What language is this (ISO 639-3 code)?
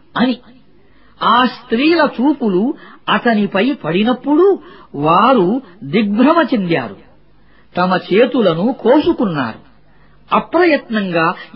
tel